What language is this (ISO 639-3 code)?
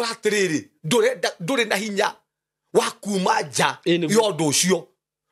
kik